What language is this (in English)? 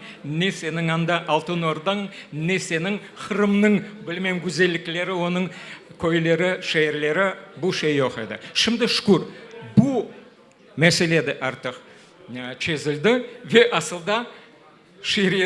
Crimean Tatar